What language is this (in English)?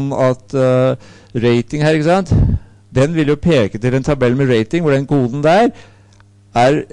Norwegian